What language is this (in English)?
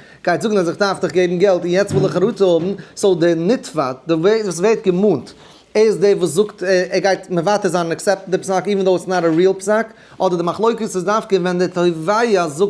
Yiddish